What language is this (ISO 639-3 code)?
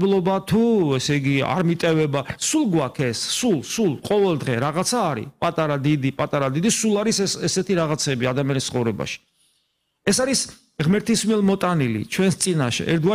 kat